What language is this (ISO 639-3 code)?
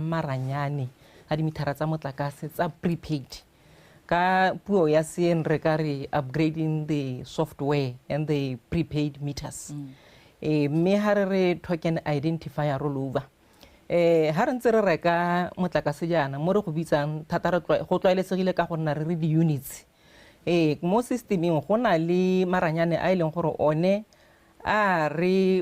tsn